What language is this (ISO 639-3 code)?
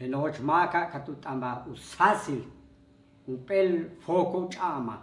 yua